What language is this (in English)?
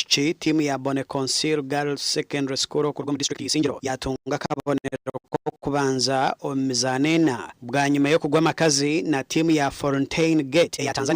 Nyankole